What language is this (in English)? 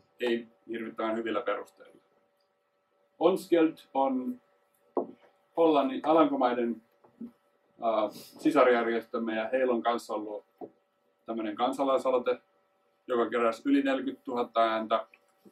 Finnish